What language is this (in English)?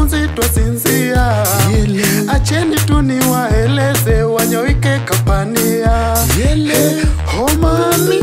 Swahili